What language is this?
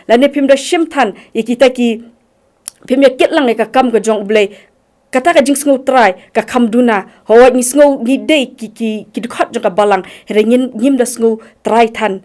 Khasi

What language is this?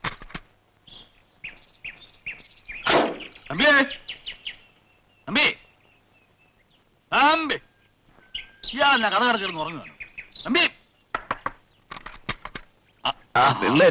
Malayalam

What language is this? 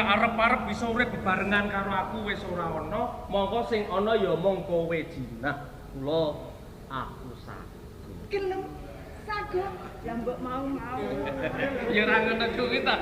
Javanese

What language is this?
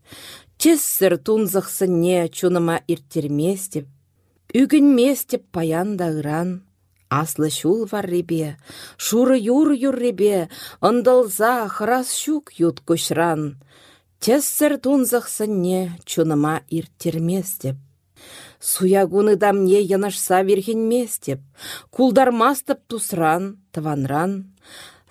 Chuvash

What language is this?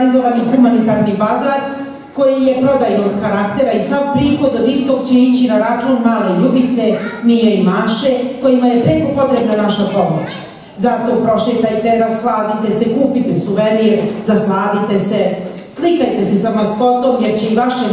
Serbian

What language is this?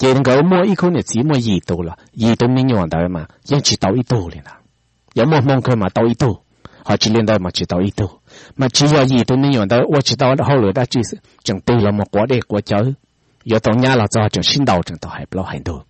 Hmong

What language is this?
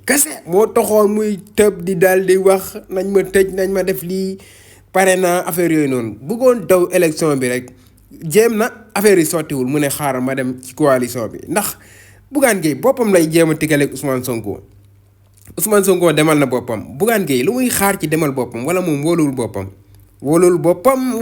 Wolof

